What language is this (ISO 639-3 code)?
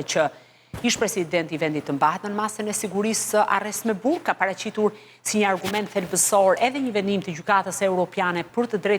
sqi